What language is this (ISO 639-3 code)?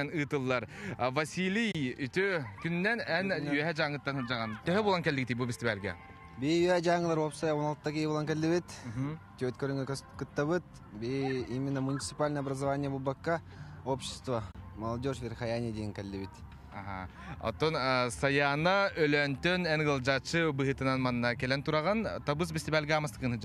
sah